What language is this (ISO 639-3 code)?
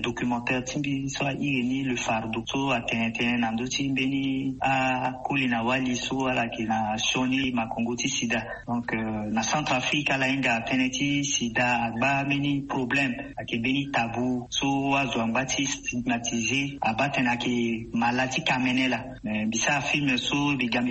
sag